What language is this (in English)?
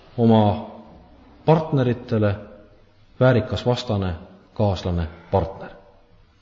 Estonian